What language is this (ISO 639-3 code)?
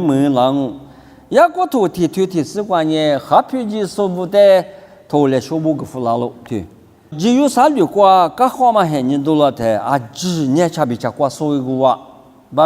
lis